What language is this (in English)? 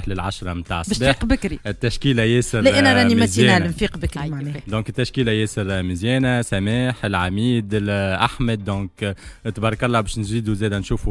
Tunisian Arabic